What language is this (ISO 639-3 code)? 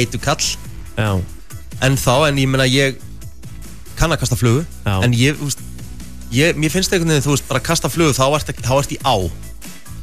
isl